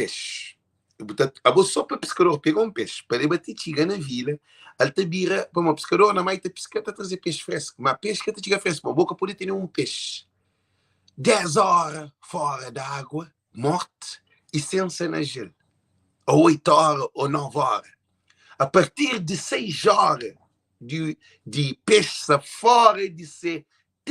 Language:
Kabuverdianu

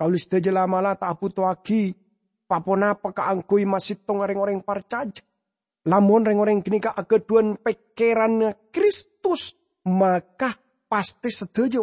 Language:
Madurese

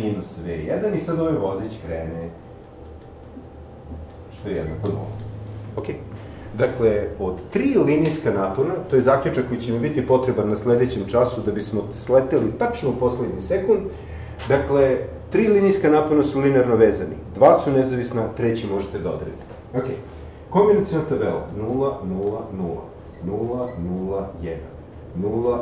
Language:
Serbian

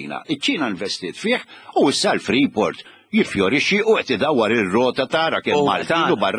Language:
Maltese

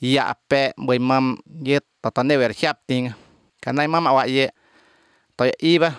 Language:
Somali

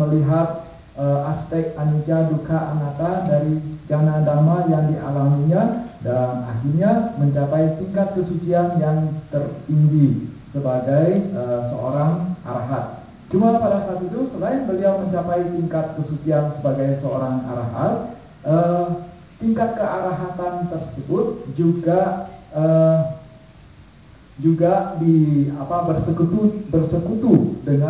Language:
Indonesian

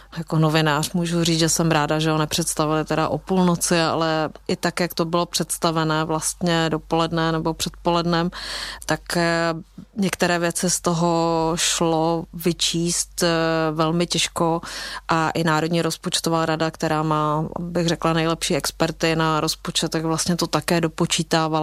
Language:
Czech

